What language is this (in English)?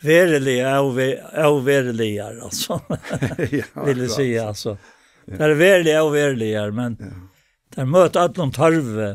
Faroese